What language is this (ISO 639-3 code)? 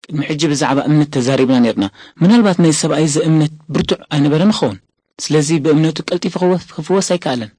tir